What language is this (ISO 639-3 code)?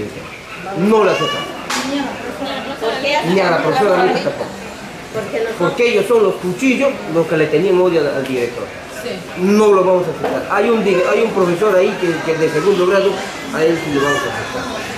spa